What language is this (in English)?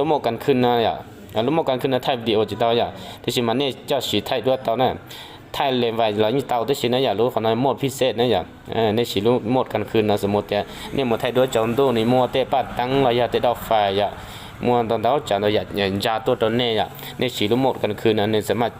Hmong